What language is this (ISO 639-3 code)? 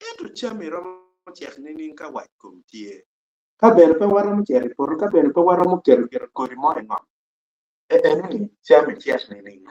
ach